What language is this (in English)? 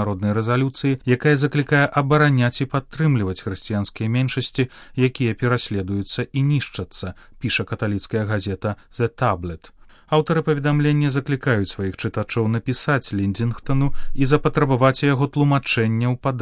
Belarusian